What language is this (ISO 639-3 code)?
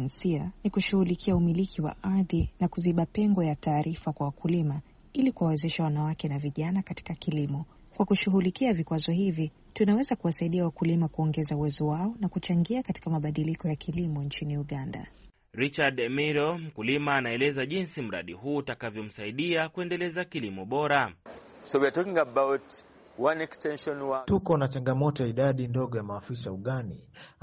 swa